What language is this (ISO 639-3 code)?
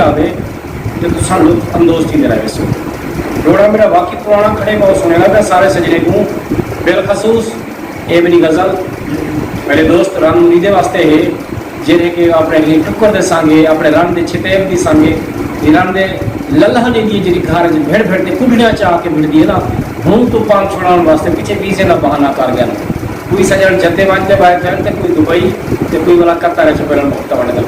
skr